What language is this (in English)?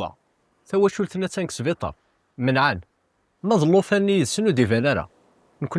Kabyle